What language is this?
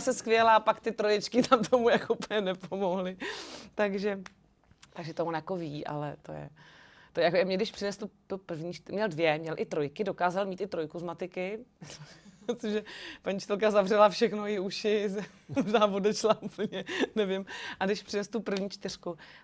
Czech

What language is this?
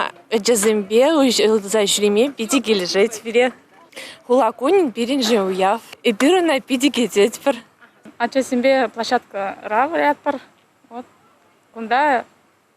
Chuvash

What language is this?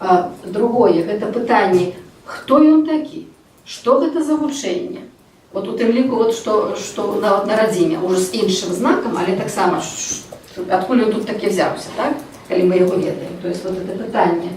Belarusian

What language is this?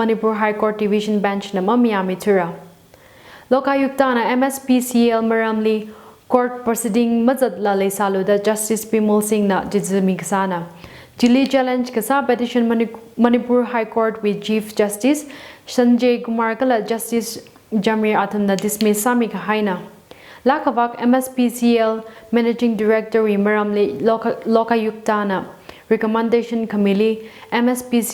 Tangkhul Naga (India)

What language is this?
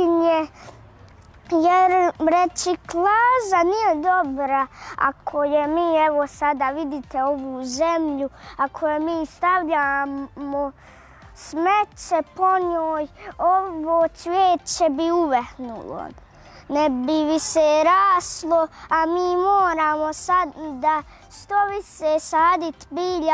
Bosnian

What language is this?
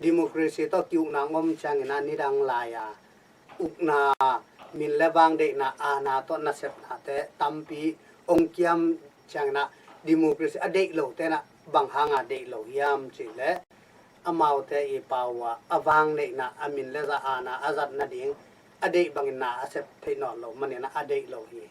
Tedim Chin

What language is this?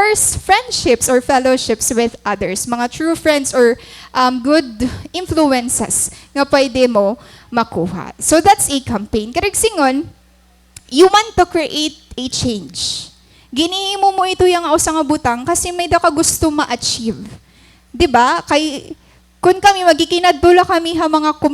Waray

